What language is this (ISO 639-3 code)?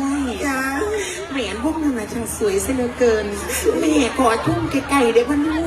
tts